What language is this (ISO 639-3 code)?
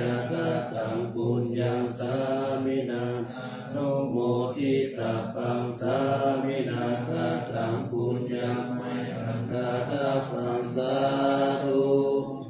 pli